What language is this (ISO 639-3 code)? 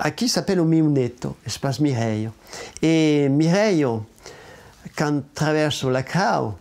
oci